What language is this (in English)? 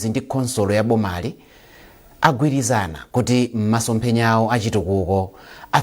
Nyanja